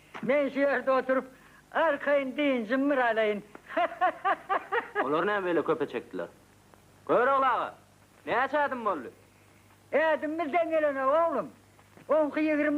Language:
Turkmen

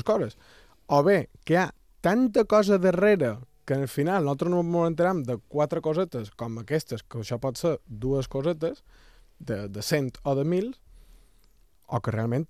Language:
Catalan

